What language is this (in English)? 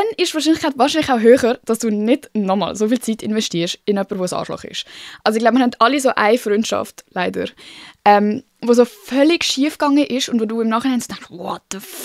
Swiss German